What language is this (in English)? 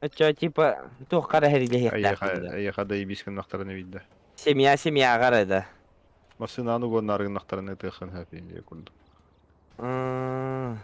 Yakut